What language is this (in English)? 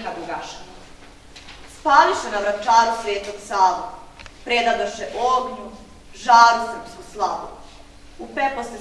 Serbian